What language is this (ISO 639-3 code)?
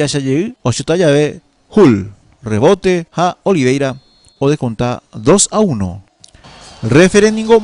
grn